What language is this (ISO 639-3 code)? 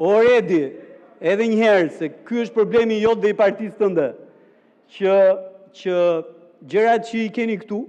sqi